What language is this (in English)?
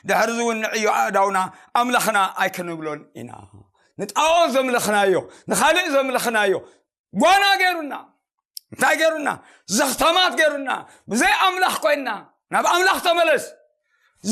Tigrinya